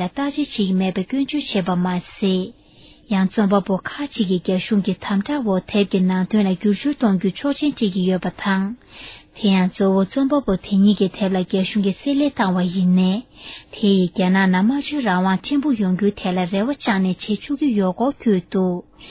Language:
Tibetan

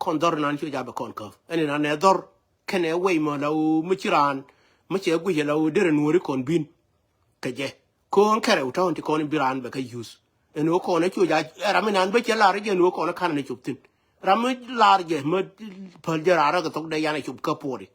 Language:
Nuer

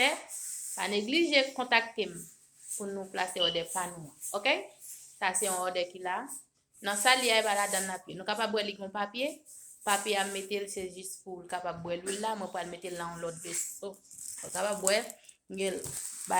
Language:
Haitian Creole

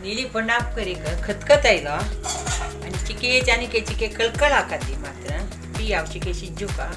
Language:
Konkani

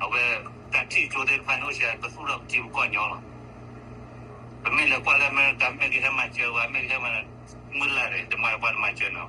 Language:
S'gaw Karen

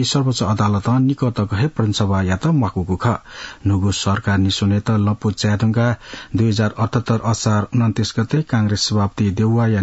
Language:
Newari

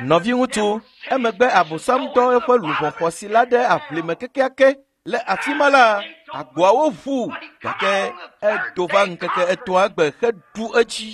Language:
Ewe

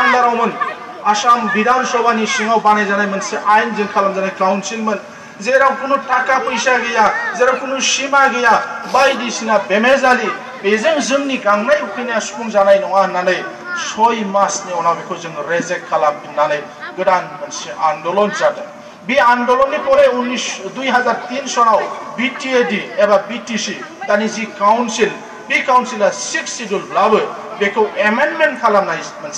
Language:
Bodo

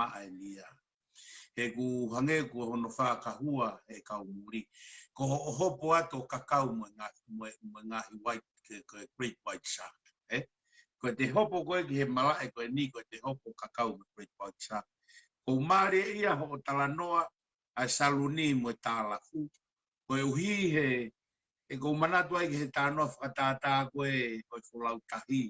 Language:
Tongan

